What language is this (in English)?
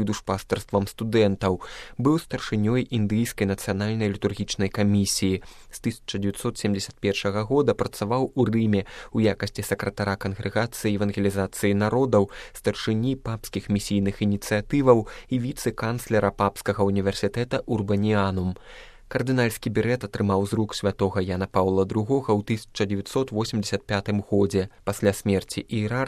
Belarusian